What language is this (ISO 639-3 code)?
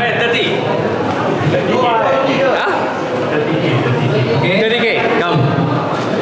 msa